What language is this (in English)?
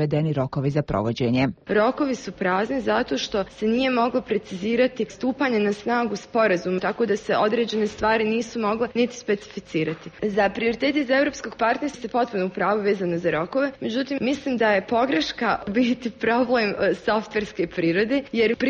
Bosnian